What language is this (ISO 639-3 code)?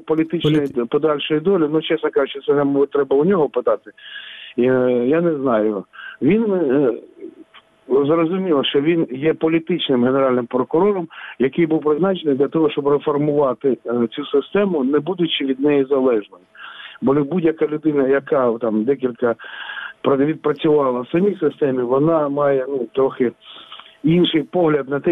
ukr